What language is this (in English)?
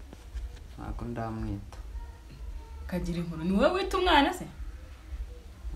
Kinyarwanda